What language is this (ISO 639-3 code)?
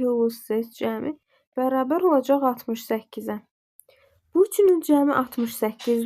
aze